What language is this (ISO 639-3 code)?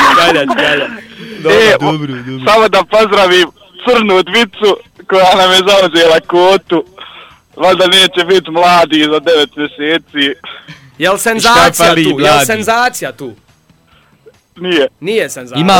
bos